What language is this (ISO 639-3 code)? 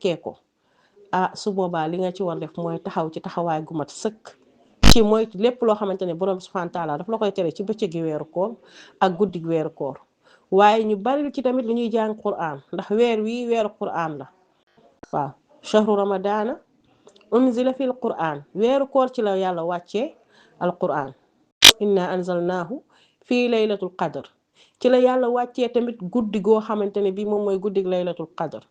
wol